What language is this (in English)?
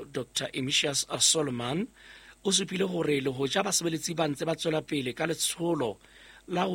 Southern Sotho